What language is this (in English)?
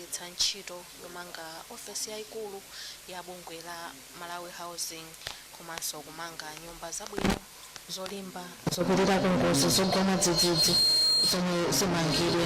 Nyanja